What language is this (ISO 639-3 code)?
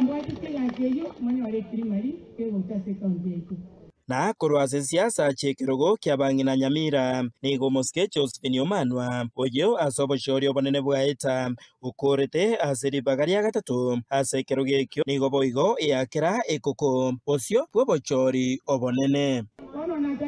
guz